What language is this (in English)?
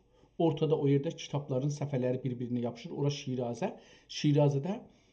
South Azerbaijani